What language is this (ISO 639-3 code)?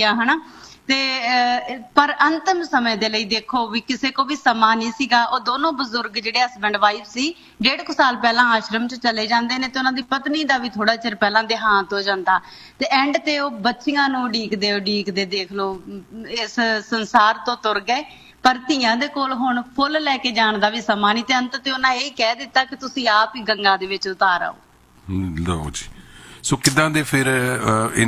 pan